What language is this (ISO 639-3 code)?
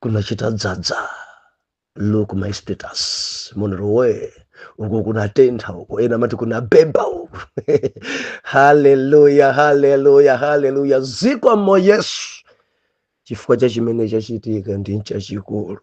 nya